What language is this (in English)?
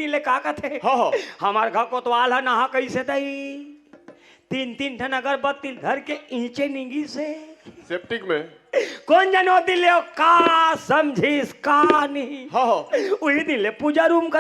Chhattisgarhi